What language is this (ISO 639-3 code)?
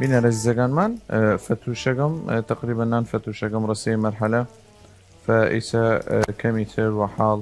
sdh